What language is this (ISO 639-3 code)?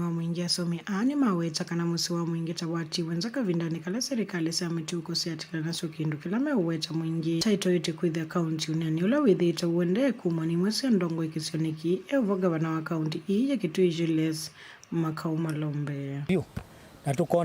kam